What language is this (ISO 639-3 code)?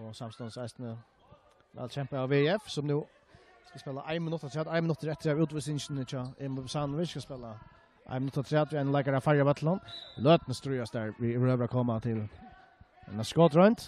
fao